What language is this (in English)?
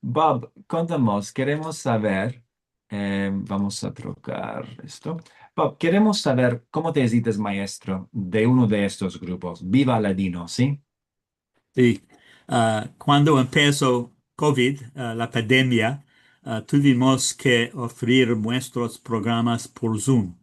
Ladino